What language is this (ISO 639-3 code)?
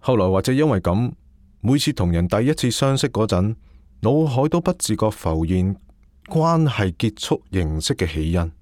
yue